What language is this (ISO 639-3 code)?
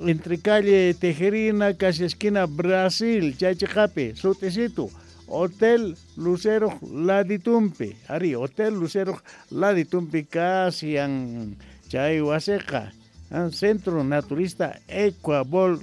quh